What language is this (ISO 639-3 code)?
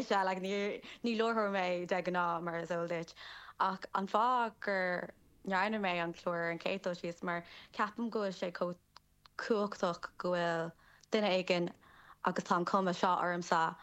gle